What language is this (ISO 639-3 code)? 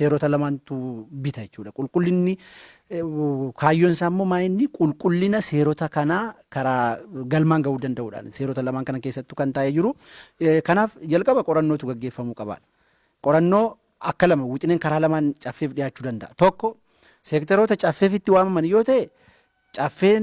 orm